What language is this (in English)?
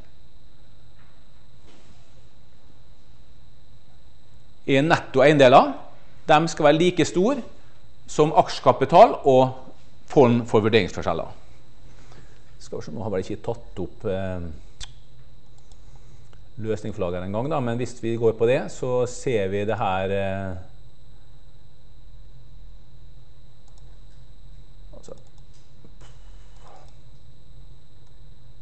Norwegian